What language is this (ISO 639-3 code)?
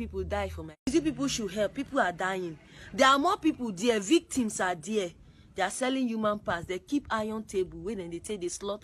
pcm